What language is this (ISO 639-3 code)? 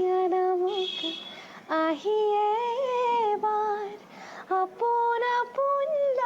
asm